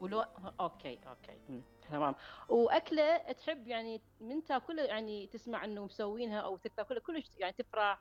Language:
Mesopotamian Arabic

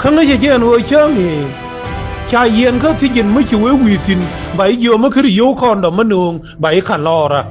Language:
Nuer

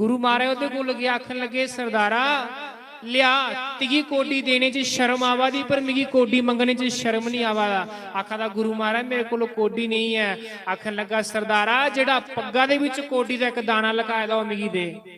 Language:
Dogri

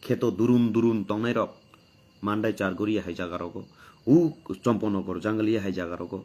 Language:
Kok Borok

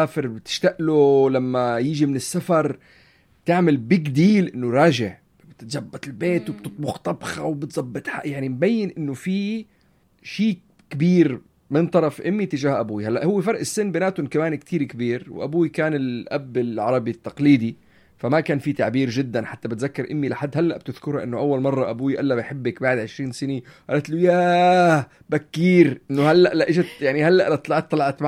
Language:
North Levantine Arabic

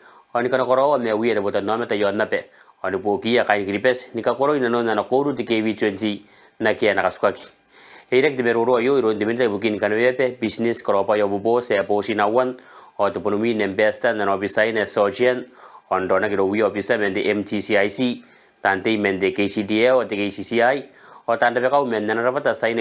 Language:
Gilbertese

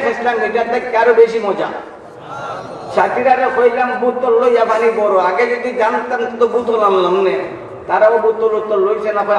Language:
Sylheti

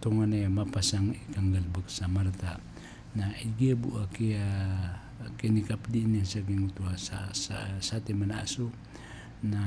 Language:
Maranao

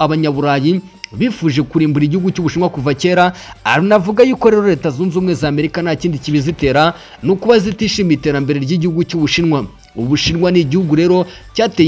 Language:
Kinyarwanda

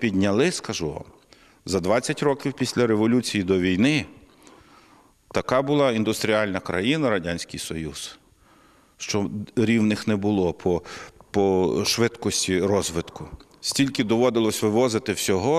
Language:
Ukrainian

